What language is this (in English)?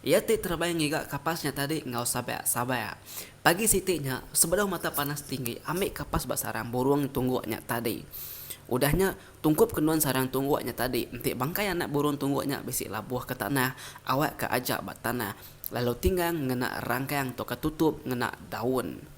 Iban